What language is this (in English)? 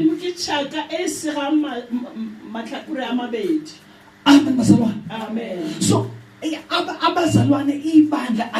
Zulu